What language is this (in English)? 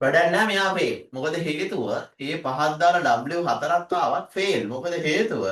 Sinhala